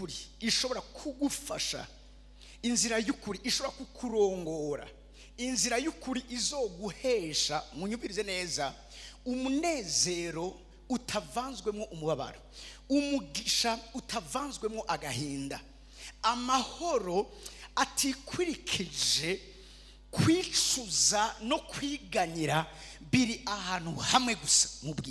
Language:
Rundi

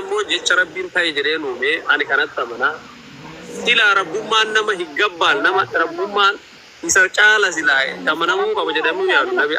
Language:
Oromo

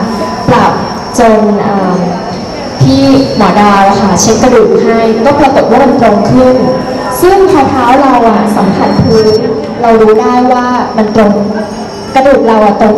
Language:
Thai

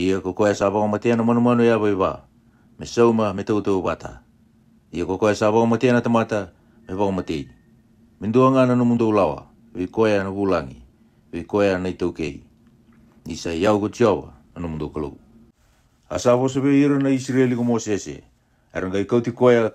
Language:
Fijian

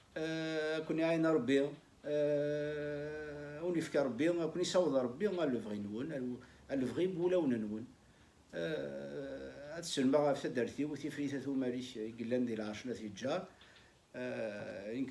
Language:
Kabyle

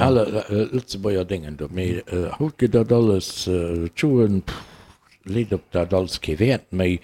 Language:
Luxembourgish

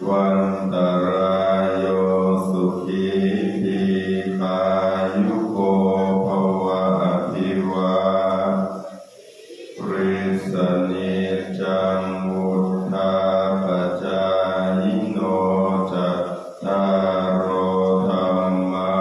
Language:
Pali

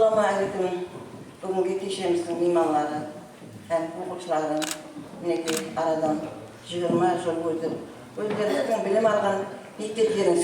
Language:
Kara-Kalpak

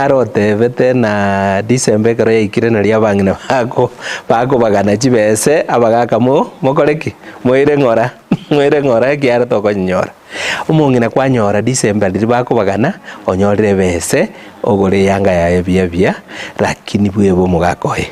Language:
Gusii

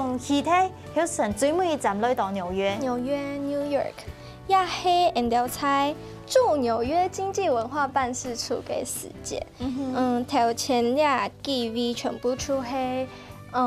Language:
Hakka Chinese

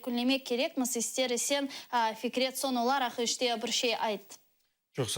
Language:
Crimean Tatar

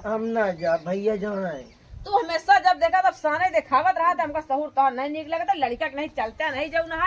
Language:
Awadhi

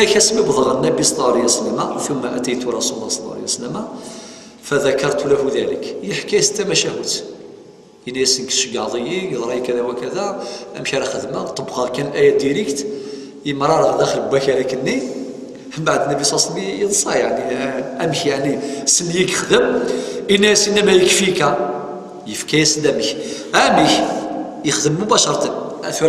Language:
Kabyle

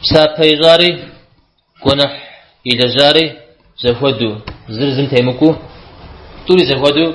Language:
Kabardian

